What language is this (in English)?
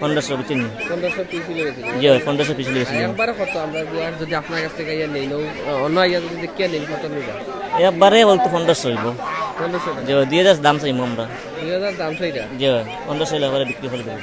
Sylheti